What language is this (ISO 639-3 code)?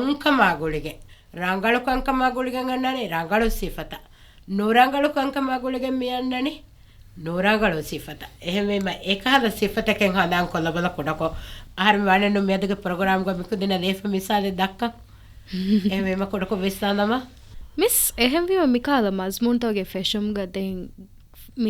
div